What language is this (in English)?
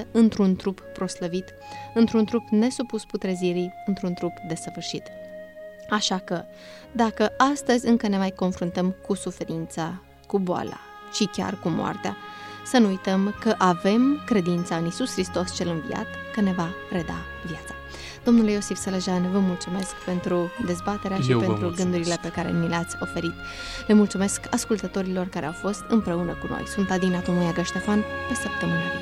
Romanian